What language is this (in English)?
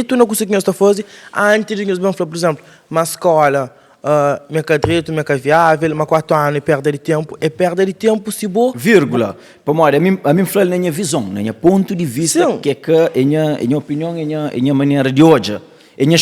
Kabuverdianu